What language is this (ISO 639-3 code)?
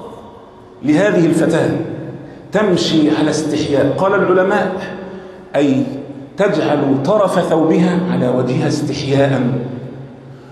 ara